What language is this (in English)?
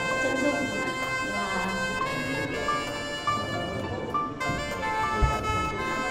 Vietnamese